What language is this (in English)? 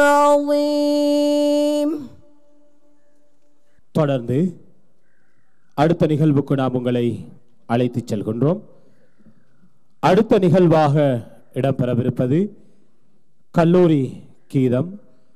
Tamil